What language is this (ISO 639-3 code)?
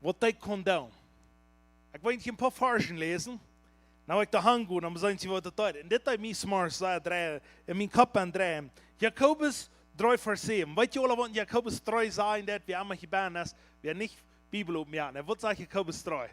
pdt